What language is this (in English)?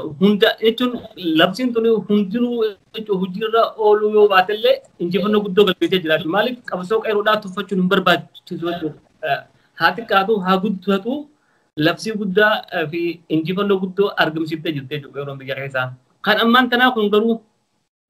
Oromo